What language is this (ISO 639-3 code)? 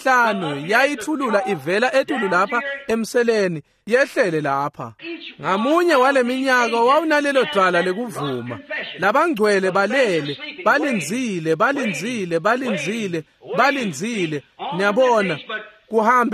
ssw